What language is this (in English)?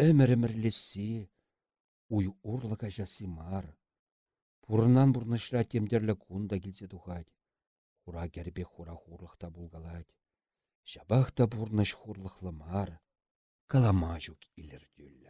Chuvash